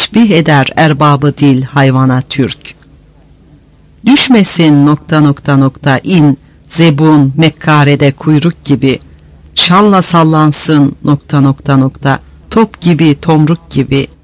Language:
Turkish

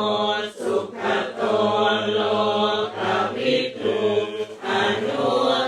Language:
Pali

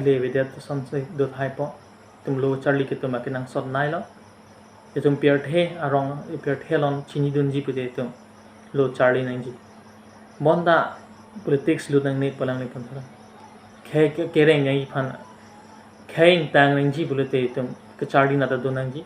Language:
Karbi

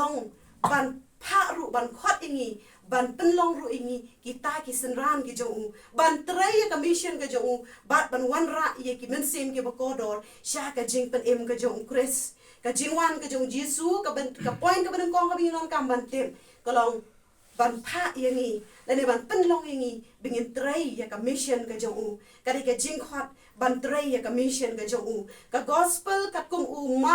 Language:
Khasi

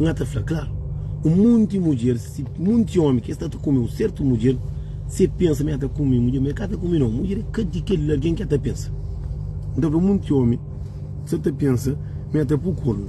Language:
Kabuverdianu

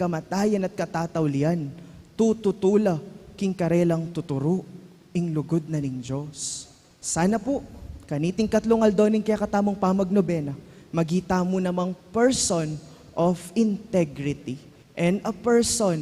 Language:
Pampanga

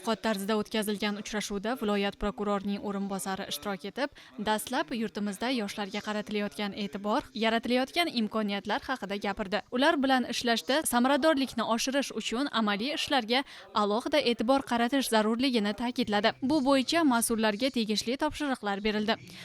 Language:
Uzbek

